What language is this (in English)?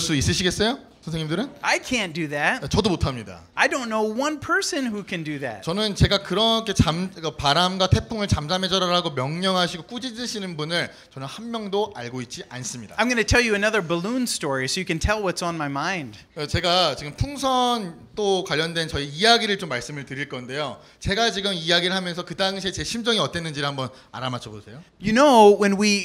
Korean